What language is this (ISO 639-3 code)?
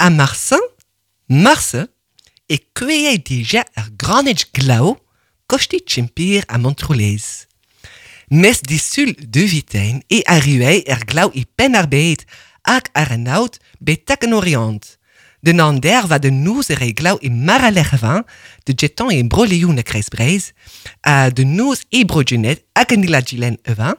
bre